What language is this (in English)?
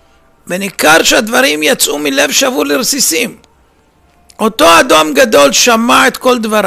Hebrew